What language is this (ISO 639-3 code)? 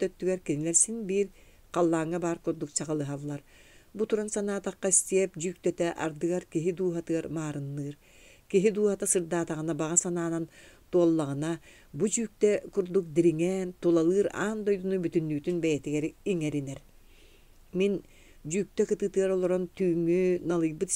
sah